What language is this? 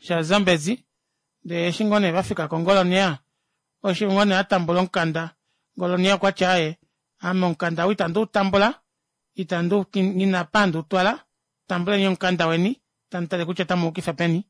Kuanyama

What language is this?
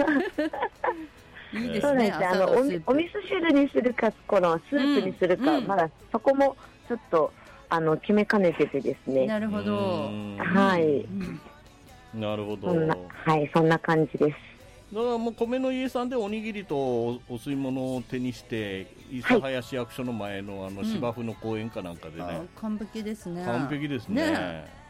Japanese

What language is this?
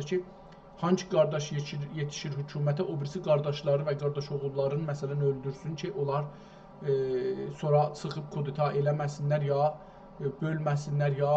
South Azerbaijani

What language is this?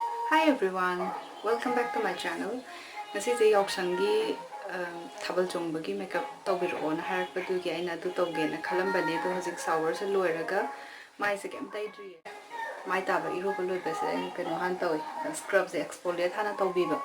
Manipuri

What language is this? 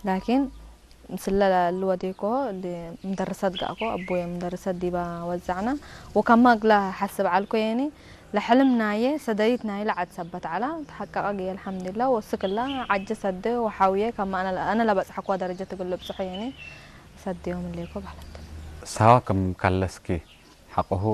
Tigre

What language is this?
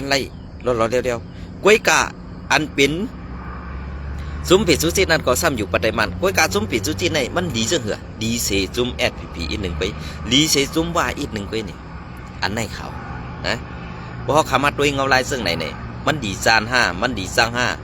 Shan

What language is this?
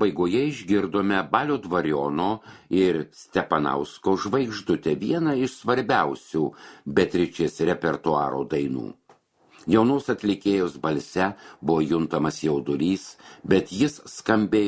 Lithuanian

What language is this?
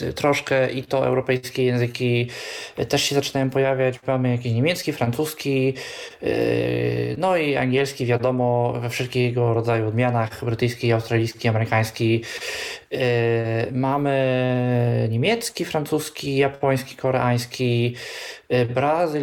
Polish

